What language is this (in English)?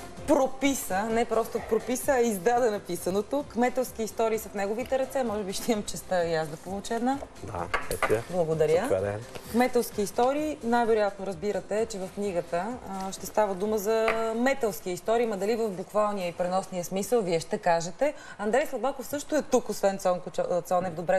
Bulgarian